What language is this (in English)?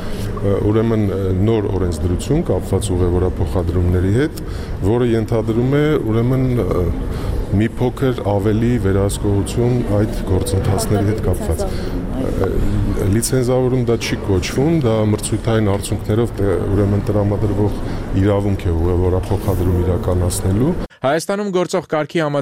Armenian